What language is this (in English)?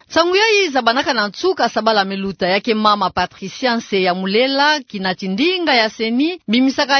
Kituba (Democratic Republic of Congo)